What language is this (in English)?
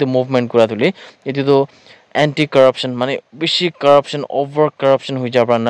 Naga Pidgin